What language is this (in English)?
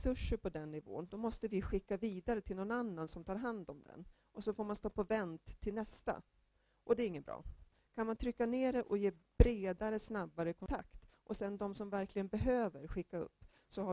Swedish